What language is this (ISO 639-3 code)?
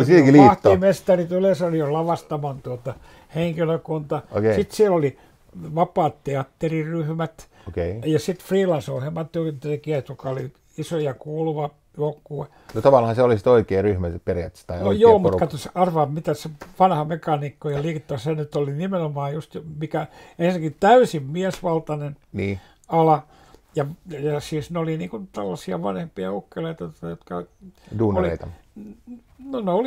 fin